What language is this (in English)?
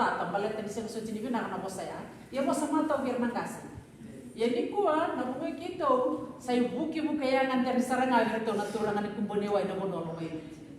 Fijian